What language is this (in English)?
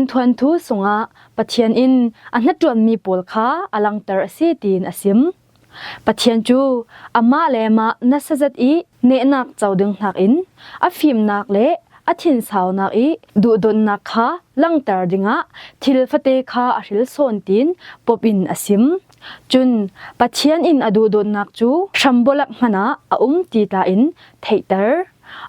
Falam Chin